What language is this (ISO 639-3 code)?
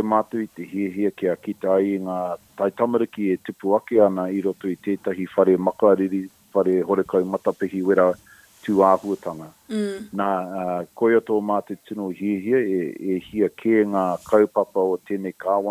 mri